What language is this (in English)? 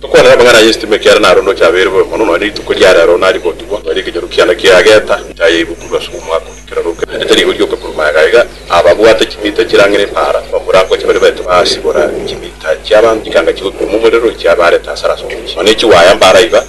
Gusii